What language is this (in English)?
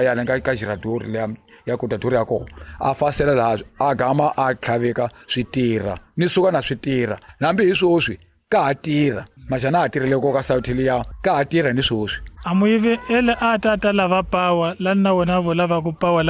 Tsonga